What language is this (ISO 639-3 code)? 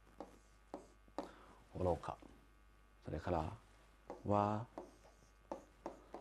jpn